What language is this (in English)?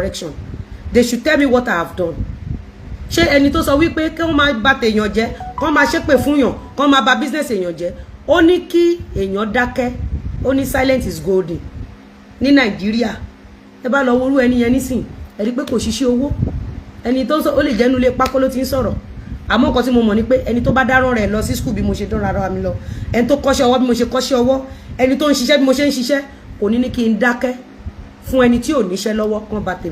Yoruba